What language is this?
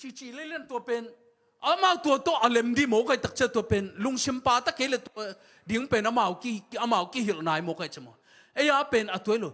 Tedim Chin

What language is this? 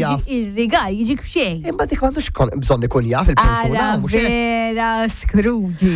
Maltese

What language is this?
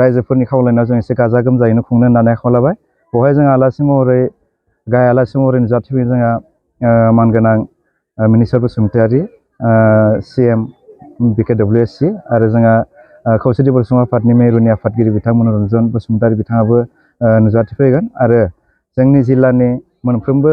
Bodo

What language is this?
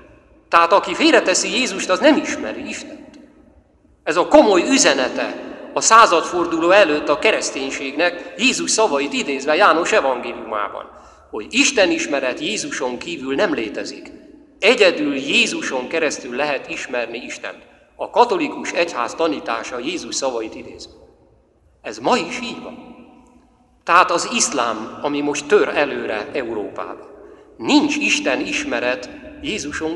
Hungarian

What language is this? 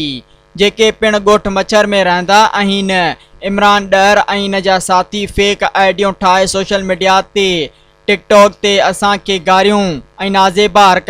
Sindhi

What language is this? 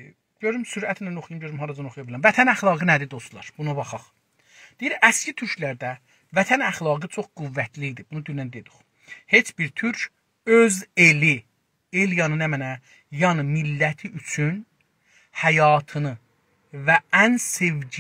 South Azerbaijani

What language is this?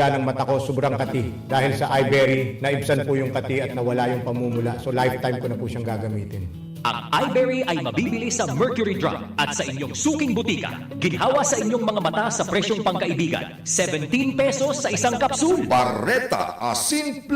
Bikol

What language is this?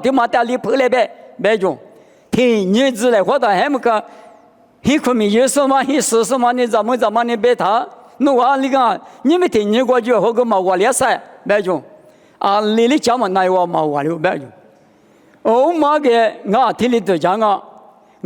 Lisu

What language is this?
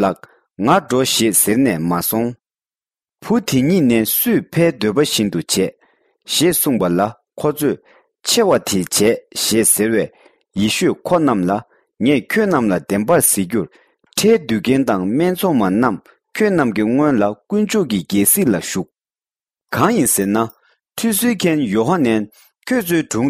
Tibetan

